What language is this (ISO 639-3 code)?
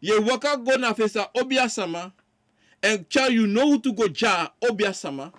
srn